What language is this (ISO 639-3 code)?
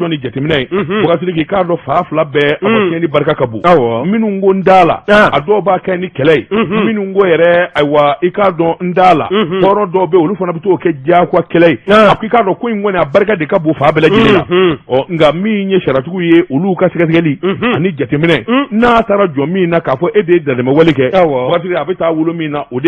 bam